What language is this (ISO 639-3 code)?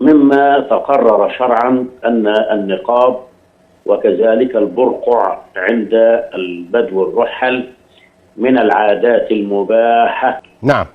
arz